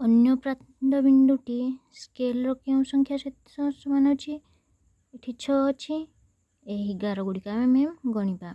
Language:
Odia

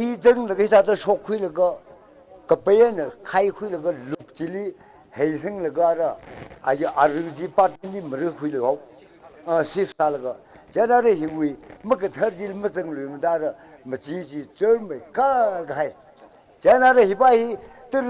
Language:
Tangkhul Naga (India)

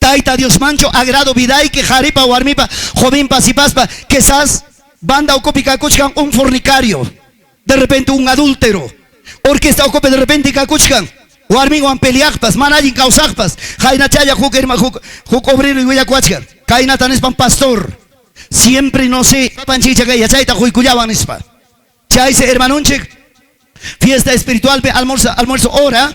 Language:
Ayacucho Quechua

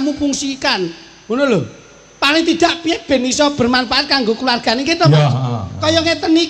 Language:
Javanese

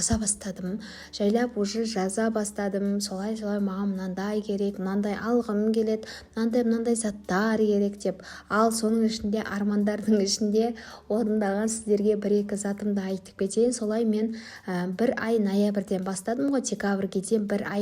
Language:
Kazakh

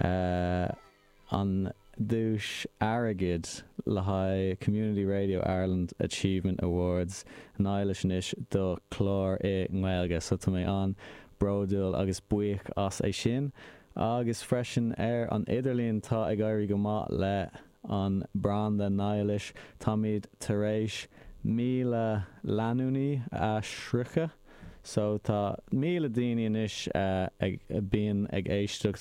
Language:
Irish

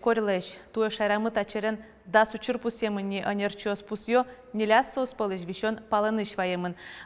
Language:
Udmurt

